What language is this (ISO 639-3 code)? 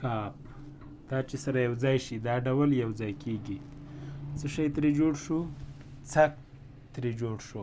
pus